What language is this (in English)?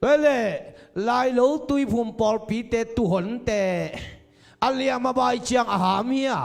Tedim Chin